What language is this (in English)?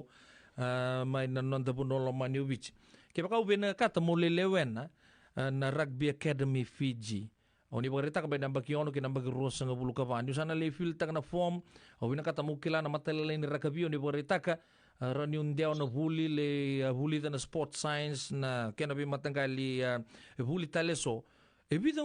Fijian